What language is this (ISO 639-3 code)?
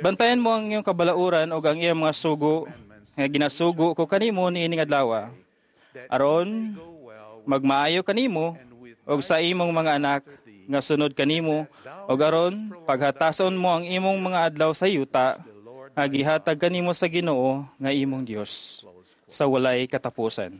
ceb